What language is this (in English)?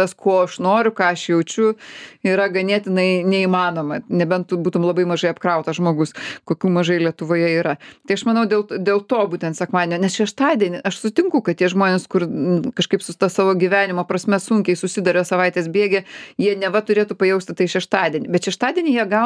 Lithuanian